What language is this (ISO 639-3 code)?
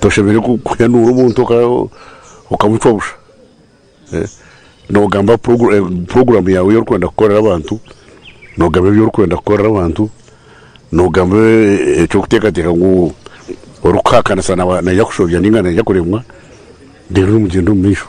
nyn